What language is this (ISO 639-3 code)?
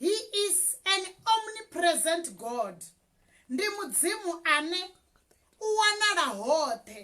ven